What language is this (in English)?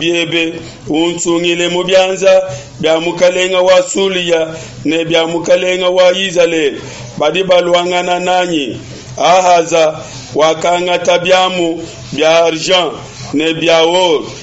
Luba-Lulua